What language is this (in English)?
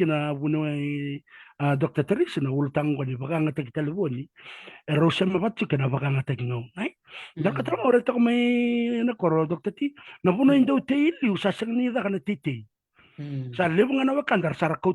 Fijian